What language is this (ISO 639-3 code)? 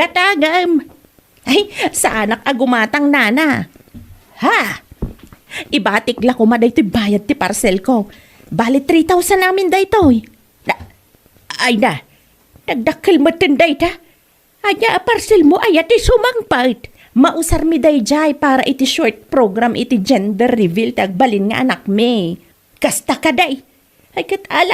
ilo